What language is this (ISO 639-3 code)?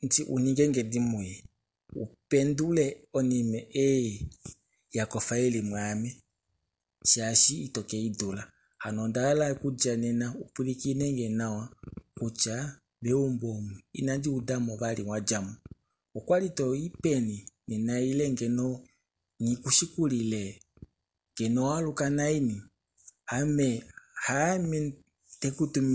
kua